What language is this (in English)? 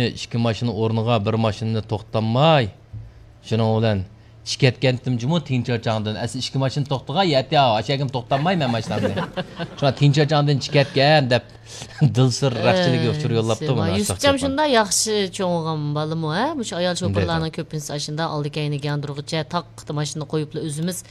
Uyghur